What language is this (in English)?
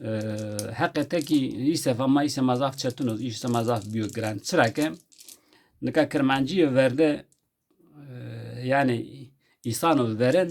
Zaza